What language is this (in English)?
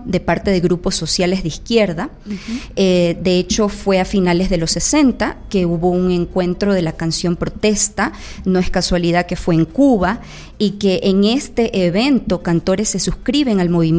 Spanish